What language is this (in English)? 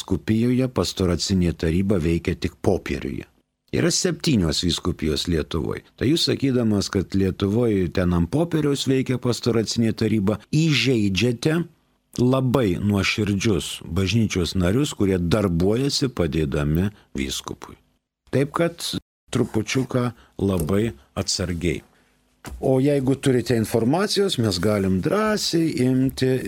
Lithuanian